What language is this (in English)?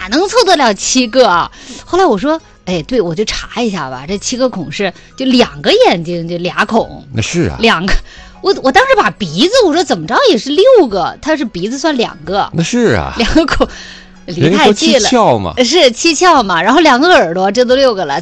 Chinese